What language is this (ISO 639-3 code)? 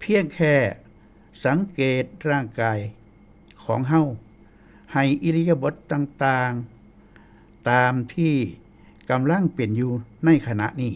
tts